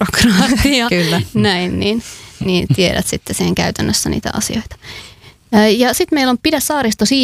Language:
Finnish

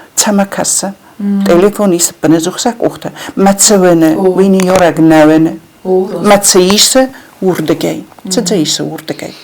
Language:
Ossetic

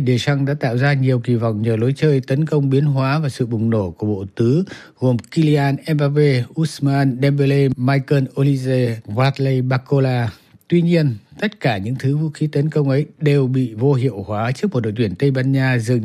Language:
Vietnamese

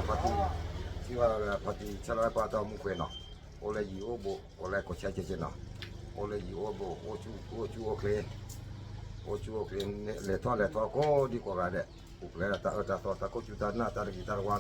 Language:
S'gaw Karen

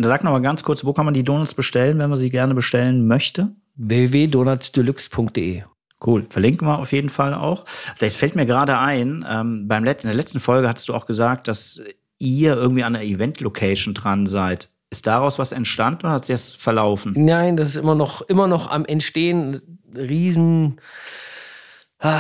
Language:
German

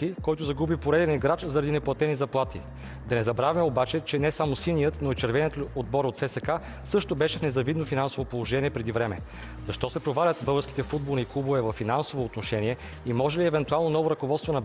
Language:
Bulgarian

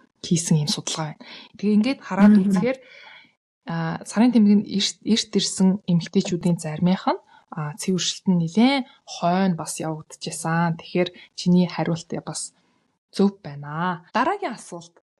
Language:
Mongolian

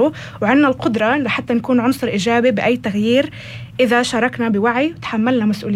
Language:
North Levantine Arabic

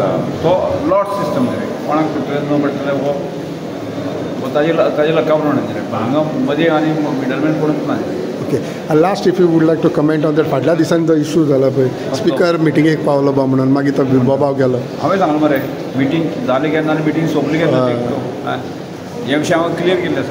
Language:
Konkani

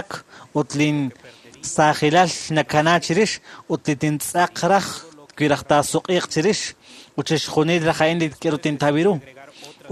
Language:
Kekchí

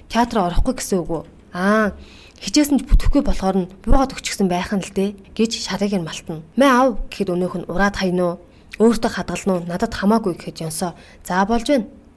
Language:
Mongolian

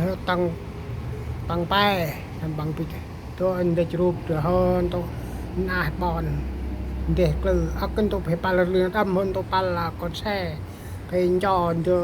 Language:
Central Mnong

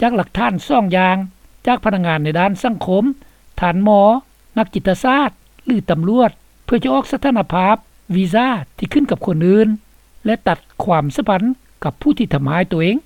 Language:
Lao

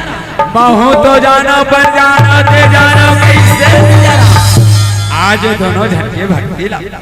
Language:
Chhattisgarhi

